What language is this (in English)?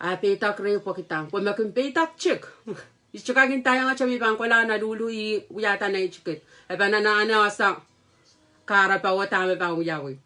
Pohnpeian